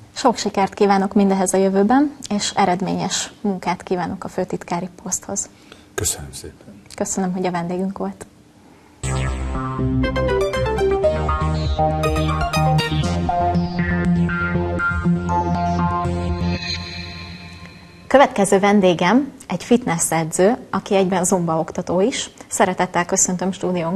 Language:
Hungarian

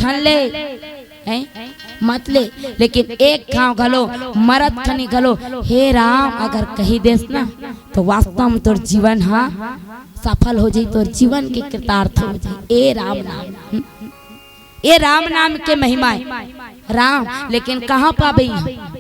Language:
Chhattisgarhi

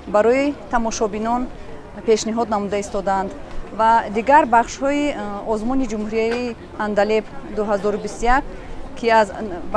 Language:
Tajik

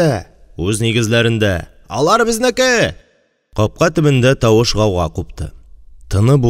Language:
Tatar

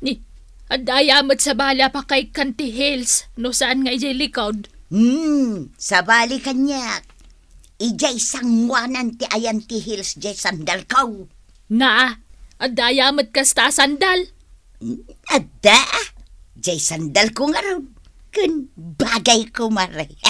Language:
Iloko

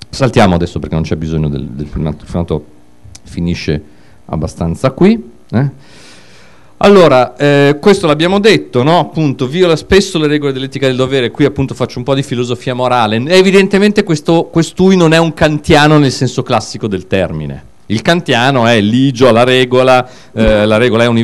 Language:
Italian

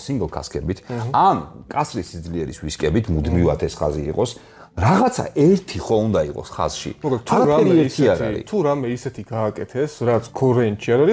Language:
Georgian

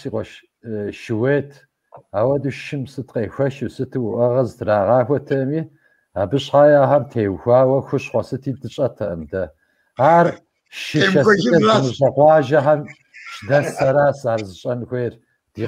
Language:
Kabardian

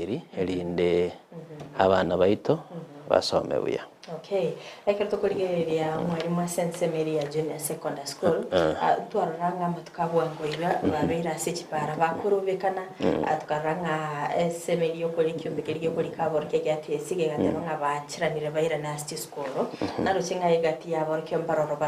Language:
Gusii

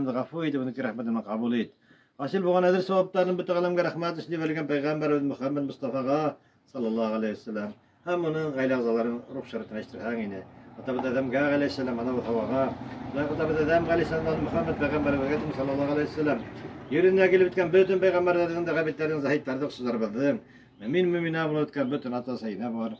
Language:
Bashkir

